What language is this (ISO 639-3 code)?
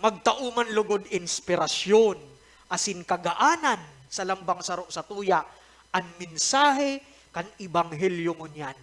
bik